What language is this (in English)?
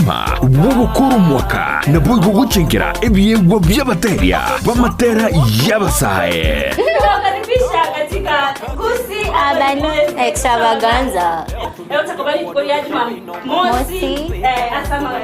Gusii